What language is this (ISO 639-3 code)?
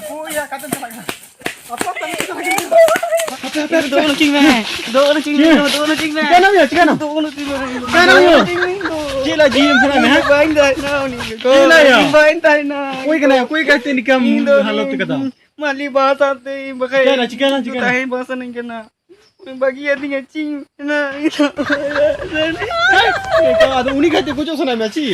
sat